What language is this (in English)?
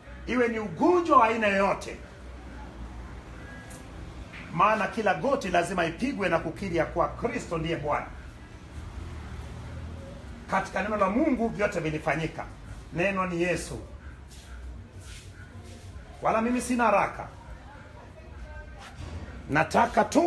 Swahili